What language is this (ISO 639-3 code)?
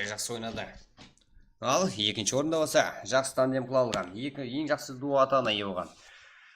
kaa